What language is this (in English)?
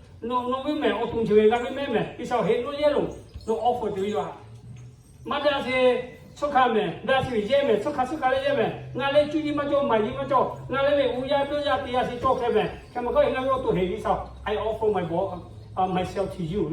Lahu